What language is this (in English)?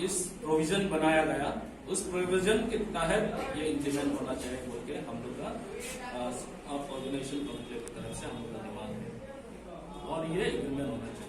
Karbi